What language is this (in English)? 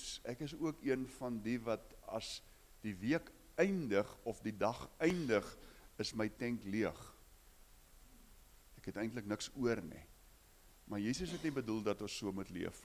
Afrikaans